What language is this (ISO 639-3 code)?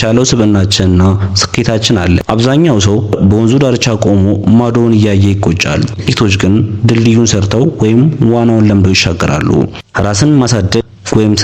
amh